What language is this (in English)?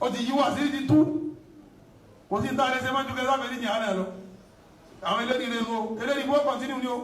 Yoruba